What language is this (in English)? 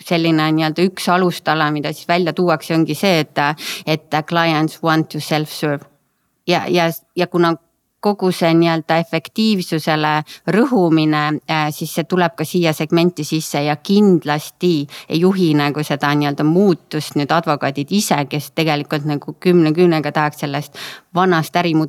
Estonian